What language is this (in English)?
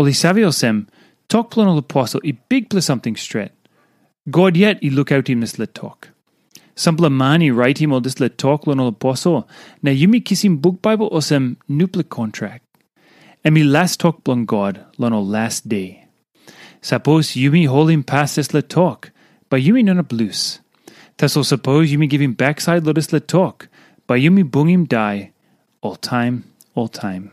Tok Pisin